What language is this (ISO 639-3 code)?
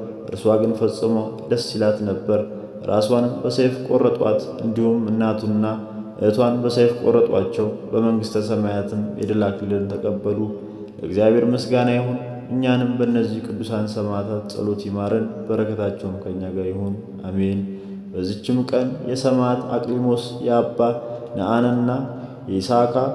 amh